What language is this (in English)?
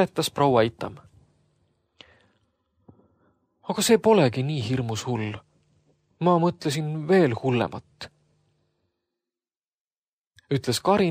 Estonian